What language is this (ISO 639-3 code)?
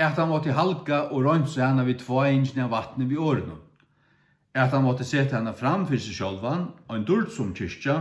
fao